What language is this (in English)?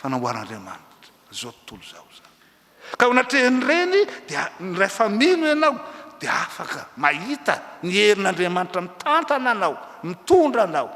Malagasy